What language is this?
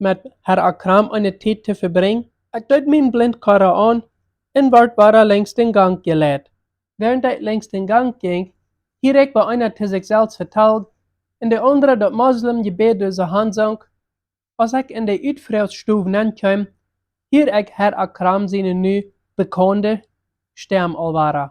Plautdietsch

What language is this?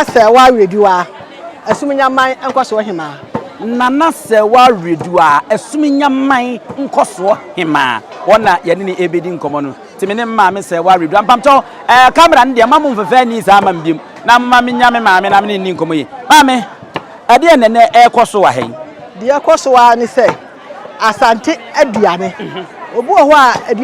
Akan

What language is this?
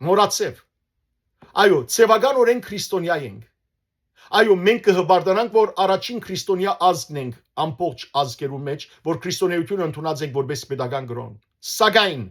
Western Armenian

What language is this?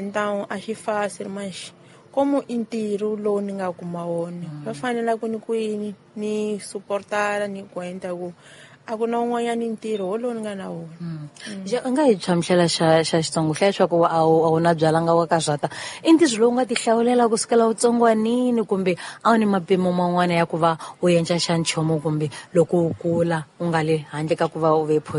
Tsonga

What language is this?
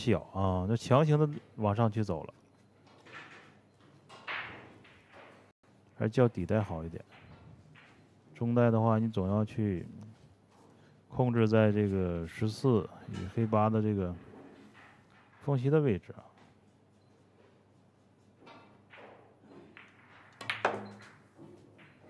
Chinese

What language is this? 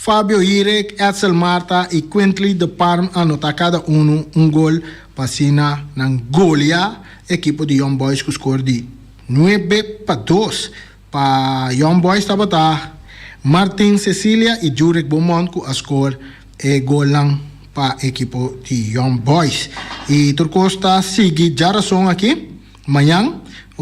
Papiamento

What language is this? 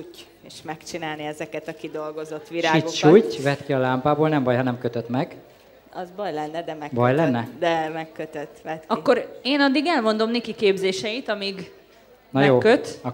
Hungarian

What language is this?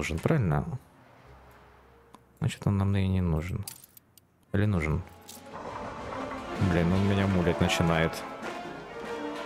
Russian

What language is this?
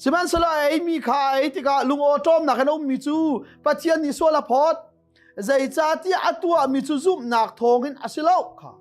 Hakha Chin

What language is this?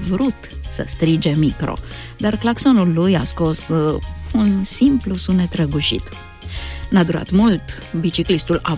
Romanian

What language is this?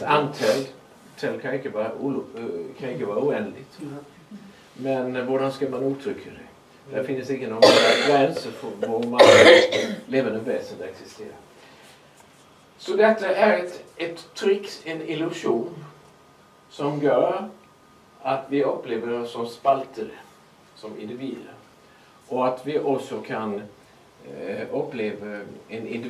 Swedish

